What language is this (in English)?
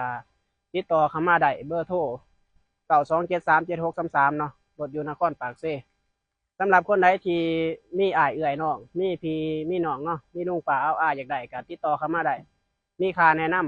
Lao